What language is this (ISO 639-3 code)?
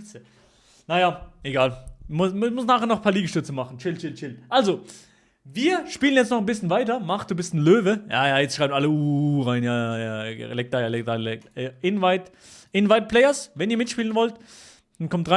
gsw